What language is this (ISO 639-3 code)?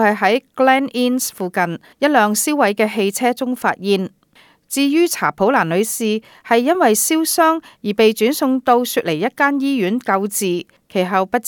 yue